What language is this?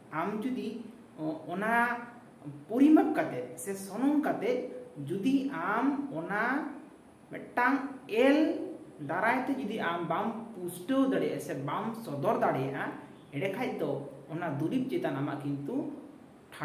Santali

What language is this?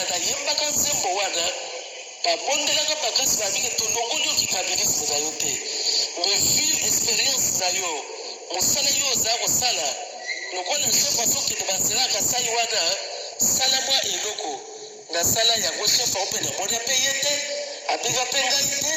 Lingala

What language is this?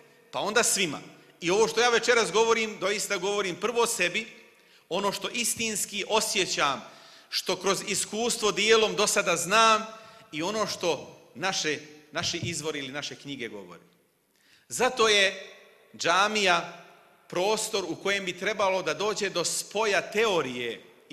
Bosnian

